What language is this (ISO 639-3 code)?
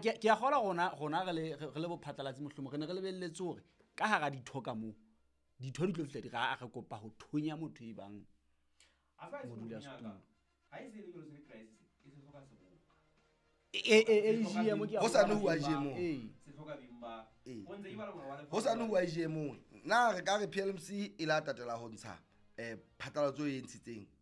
sot